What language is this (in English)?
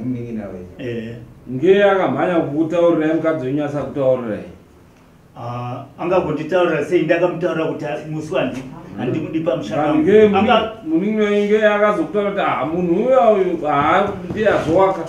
Shona